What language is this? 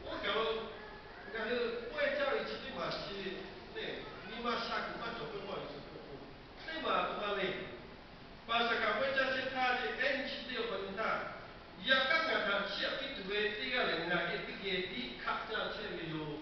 Lahu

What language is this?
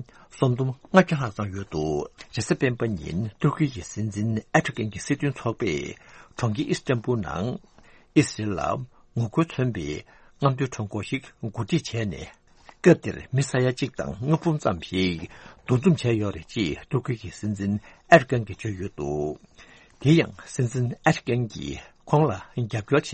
Tibetan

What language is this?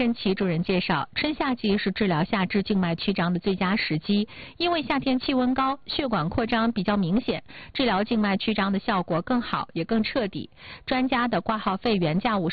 Chinese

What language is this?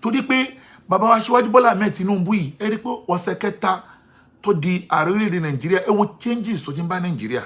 Yoruba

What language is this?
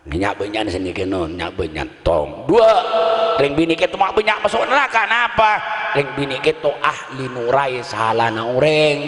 Madurese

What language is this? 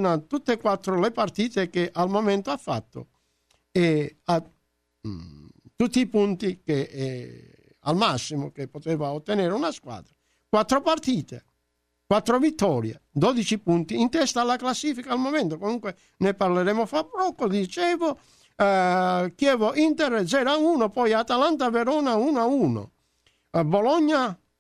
Italian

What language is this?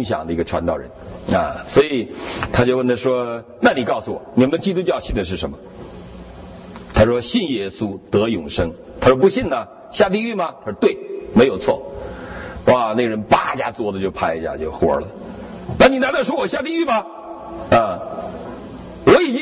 Chinese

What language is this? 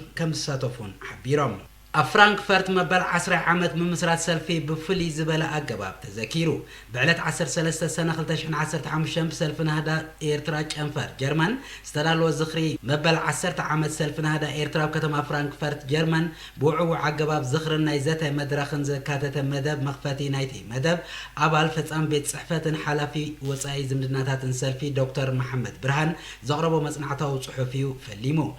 Tigrinya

